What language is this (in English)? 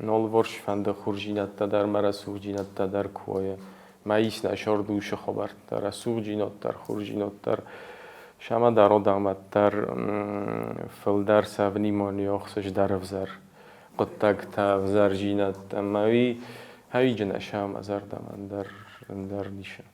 Ossetic